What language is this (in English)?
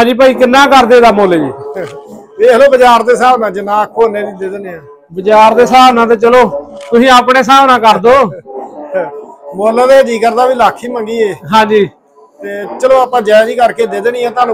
Punjabi